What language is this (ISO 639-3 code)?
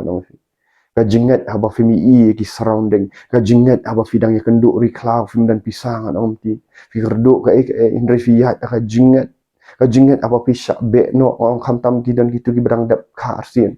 kha